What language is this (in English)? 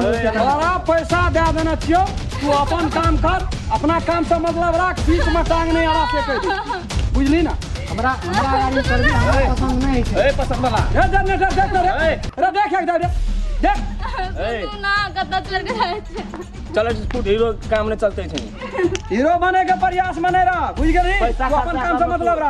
Maithili